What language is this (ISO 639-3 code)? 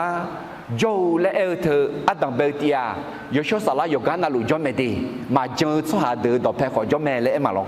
ahk